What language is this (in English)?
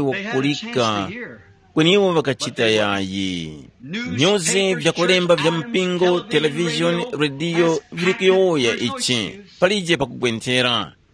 Tumbuka